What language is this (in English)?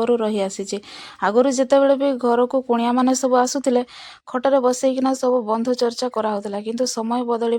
Odia